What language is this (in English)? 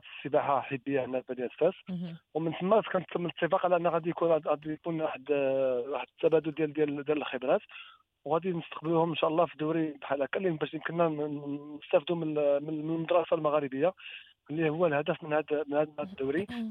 Moroccan Arabic